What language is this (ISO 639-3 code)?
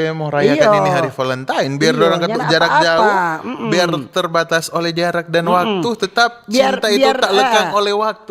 xmm